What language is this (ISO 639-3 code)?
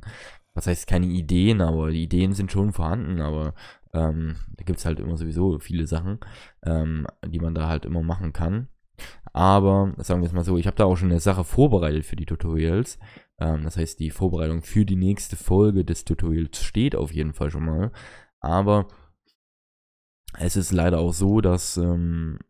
deu